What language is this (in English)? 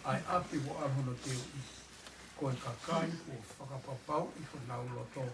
Tongan